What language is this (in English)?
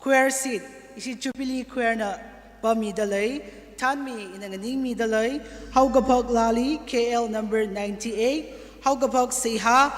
Tangkhul Naga (India)